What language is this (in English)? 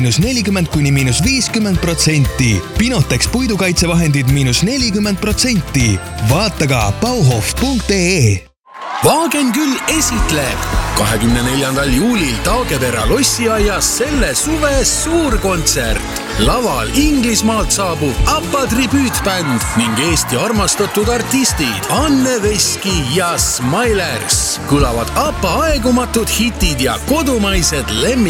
Estonian